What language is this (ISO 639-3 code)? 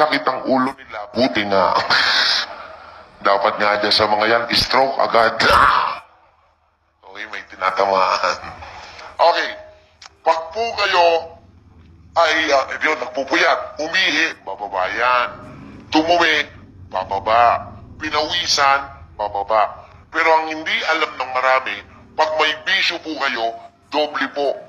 fil